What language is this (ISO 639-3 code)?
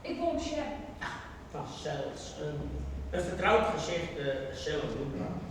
fry